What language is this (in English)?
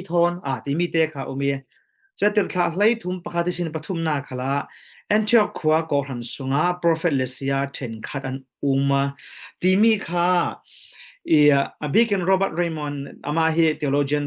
Falam Chin